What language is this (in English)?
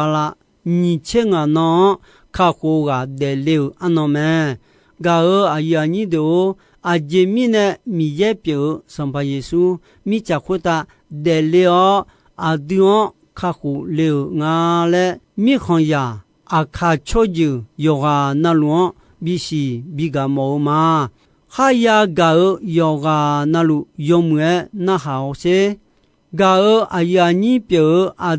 Akha